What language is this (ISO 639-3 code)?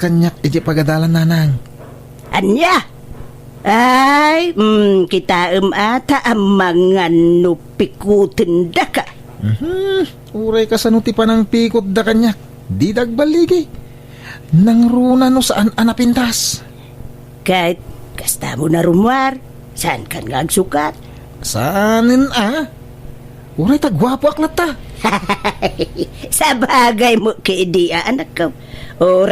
ilo